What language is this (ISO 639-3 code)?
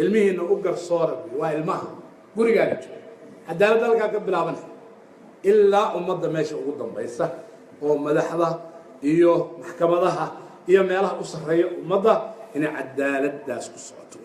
som